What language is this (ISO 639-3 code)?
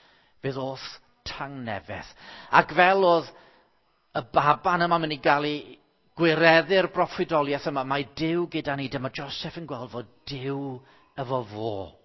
cym